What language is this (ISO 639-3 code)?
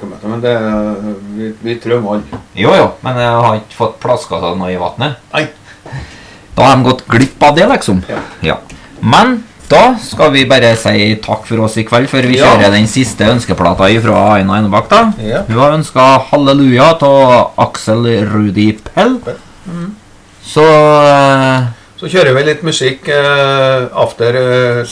nor